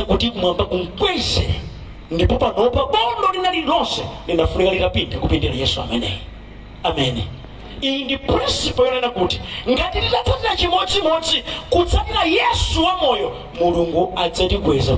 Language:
Nyanja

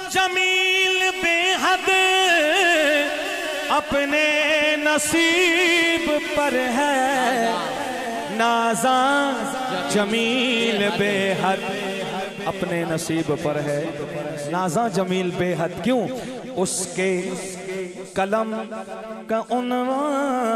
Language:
Urdu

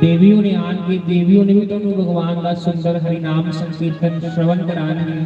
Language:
Dogri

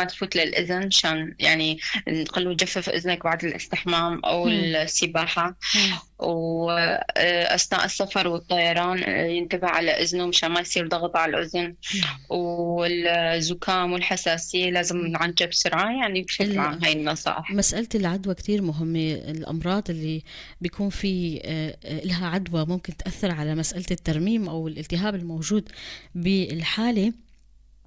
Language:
North Levantine Arabic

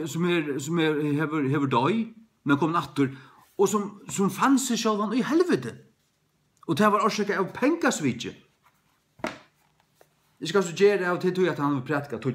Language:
Faroese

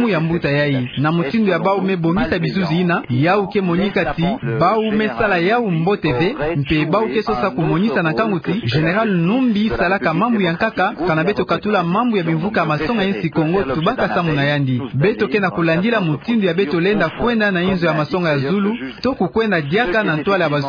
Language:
Kituba (Democratic Republic of Congo)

